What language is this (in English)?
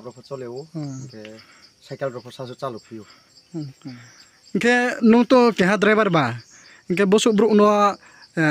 Riang (India)